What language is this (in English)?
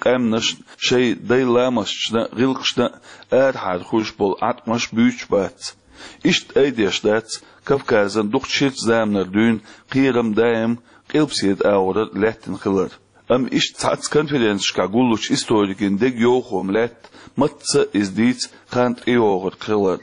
Chechen